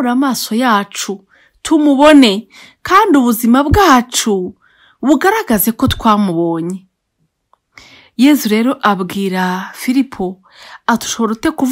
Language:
Kinyarwanda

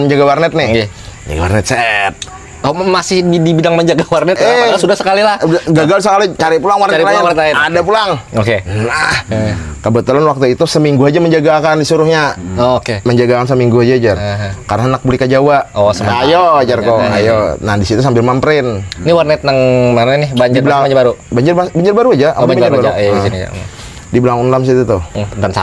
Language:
Banjar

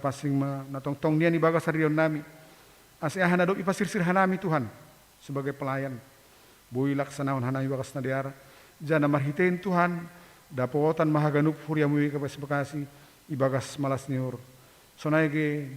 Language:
Batak Simalungun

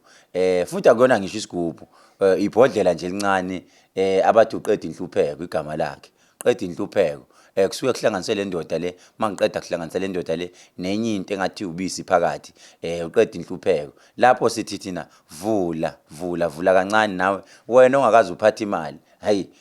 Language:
Zulu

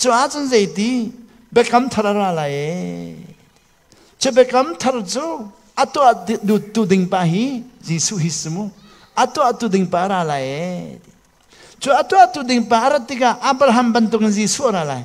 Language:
Hakha Chin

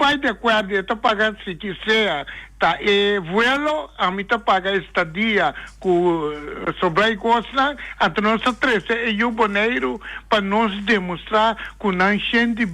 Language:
Papiamento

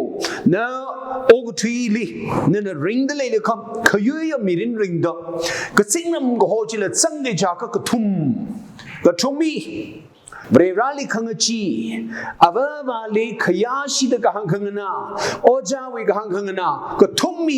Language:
Tangkhul Naga (India)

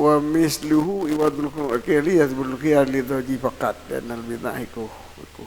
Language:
Achinese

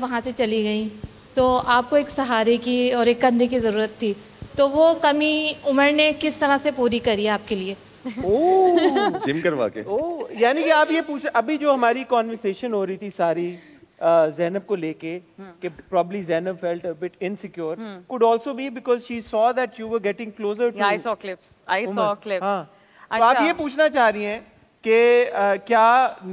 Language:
Hindi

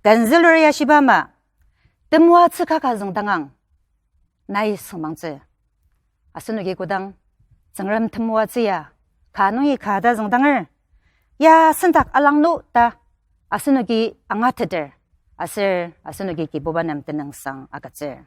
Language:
Ao Naga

